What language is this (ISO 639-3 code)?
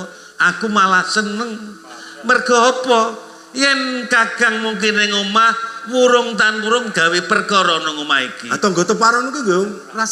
jav